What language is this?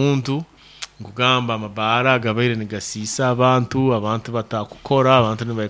Nyoro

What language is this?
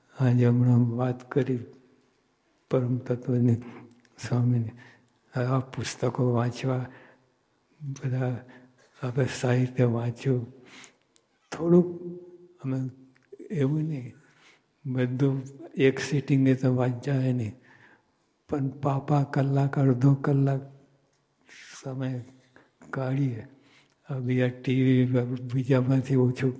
Gujarati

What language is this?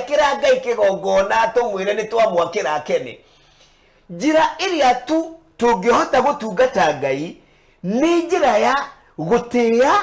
Kikuyu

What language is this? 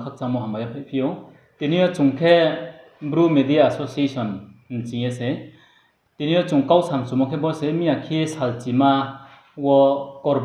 Riang (India)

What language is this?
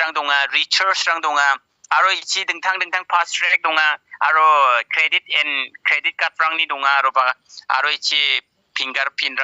Garo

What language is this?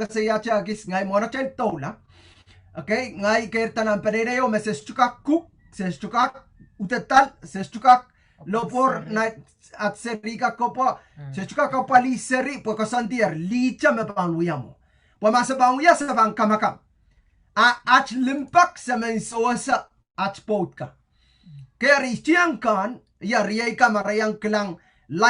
Pohnpeian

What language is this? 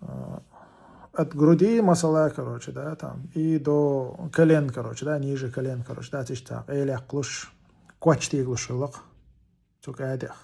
Chechen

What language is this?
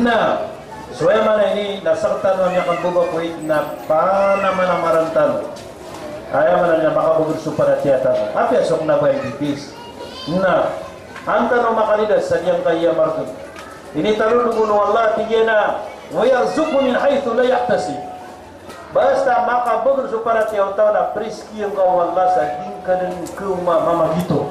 Maranao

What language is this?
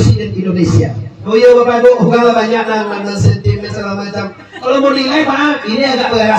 Minangkabau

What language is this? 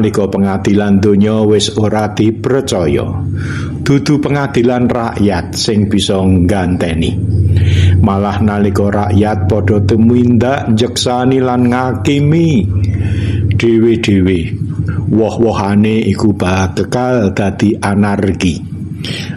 Javanese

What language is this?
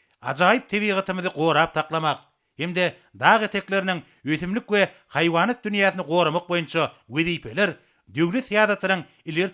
Turkmen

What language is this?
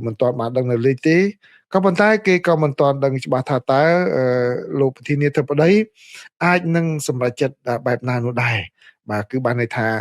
Khmer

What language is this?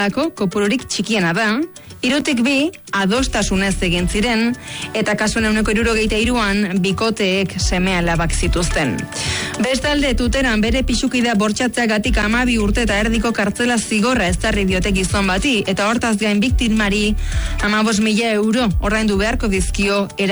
Basque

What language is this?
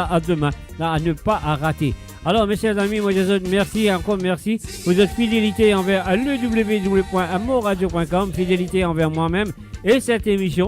Morisyen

